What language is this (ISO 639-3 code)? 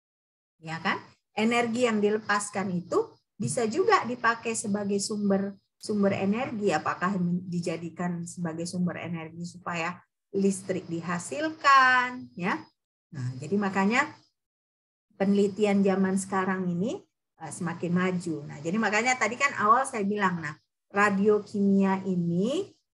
ind